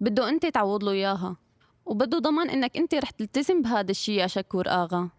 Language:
North Levantine Arabic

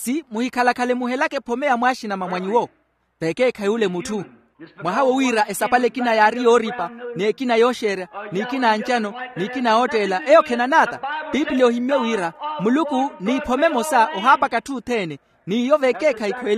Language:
Makhuwa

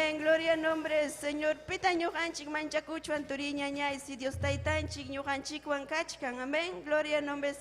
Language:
Ayacucho Quechua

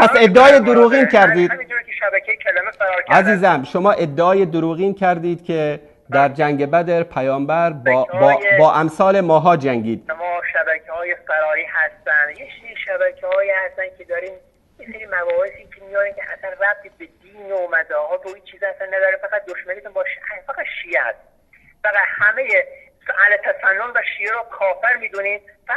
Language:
Persian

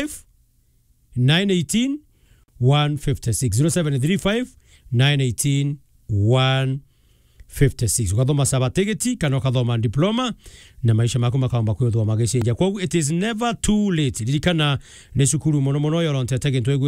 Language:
Meru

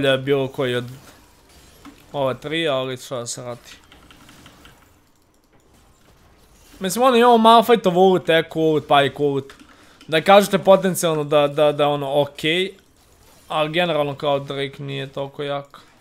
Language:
Croatian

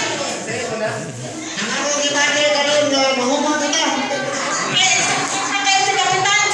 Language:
Cebuano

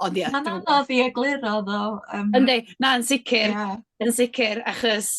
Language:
Welsh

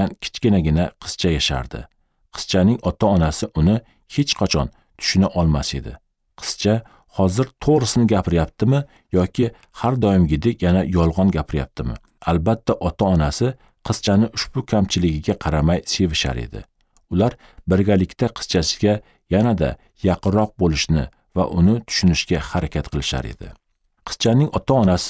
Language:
Uzbek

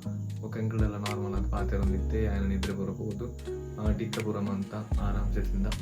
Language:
Tulu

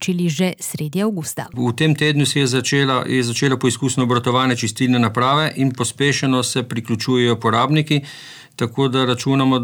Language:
Slovenian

